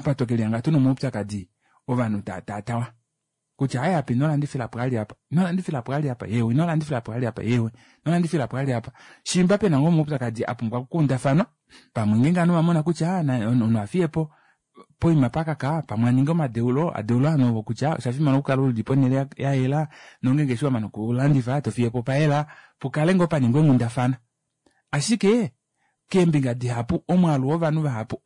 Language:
Kuanyama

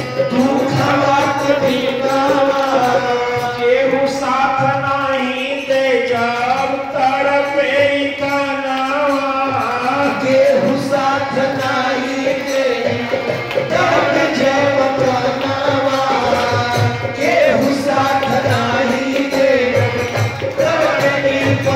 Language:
Bhojpuri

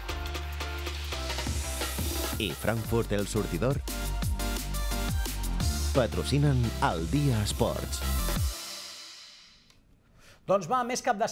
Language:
Catalan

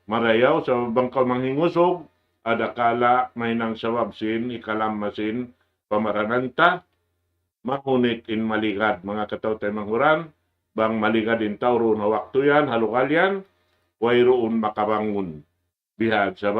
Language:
Tausug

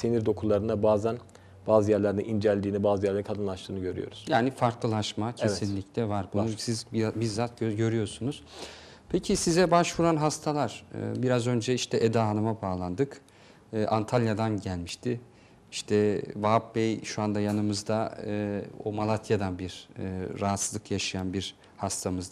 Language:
Turkish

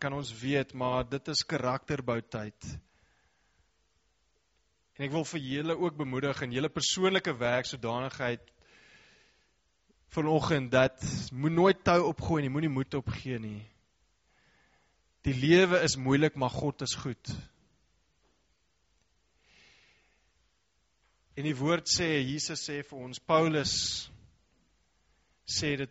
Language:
Afrikaans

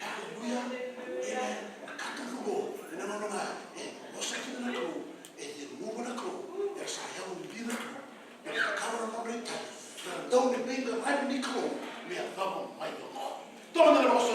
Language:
Fijian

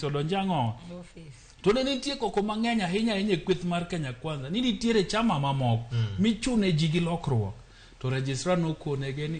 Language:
Luo (Kenya and Tanzania)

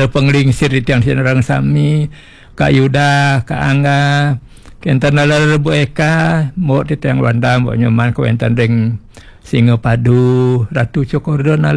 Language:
Balinese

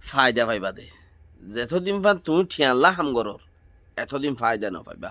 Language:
Rohingya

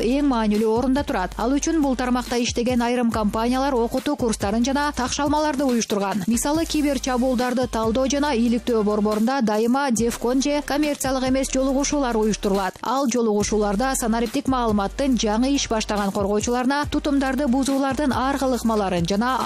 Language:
Kyrgyz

